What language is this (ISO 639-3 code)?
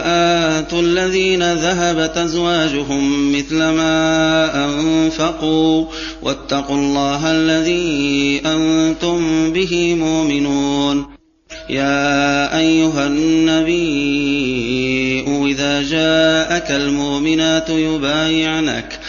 ara